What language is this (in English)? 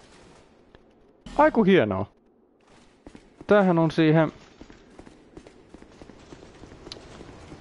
Finnish